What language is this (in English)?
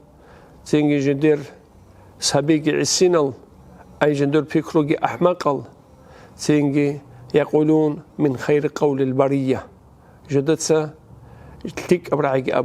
Avaric